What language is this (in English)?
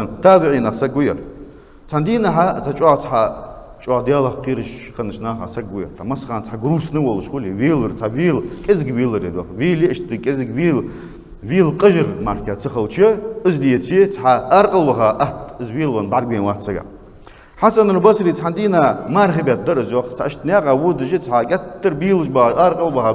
Ingush